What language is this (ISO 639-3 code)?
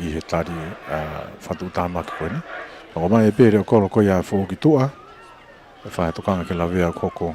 ton